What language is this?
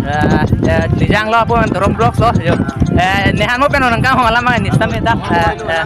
Karbi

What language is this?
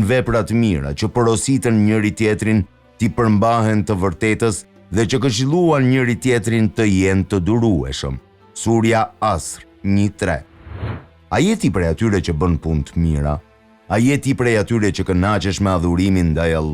Albanian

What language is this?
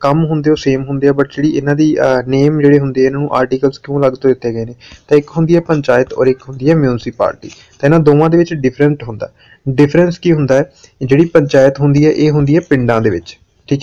Punjabi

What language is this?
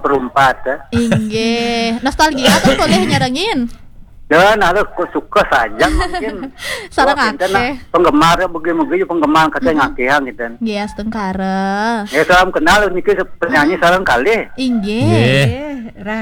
Balinese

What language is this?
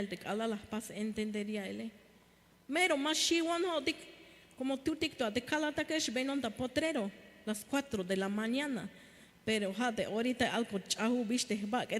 Tzeltal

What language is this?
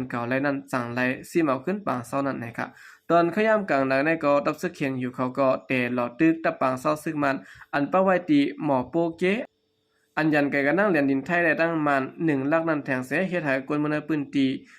Shan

